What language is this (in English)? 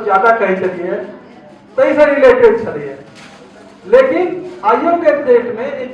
Maithili